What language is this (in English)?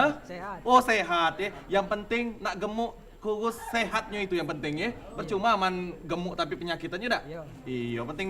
Musi